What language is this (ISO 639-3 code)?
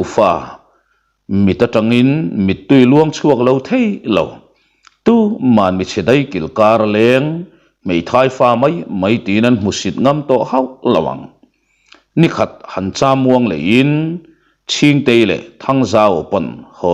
lus